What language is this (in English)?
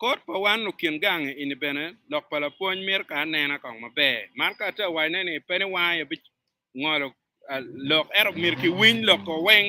Acoli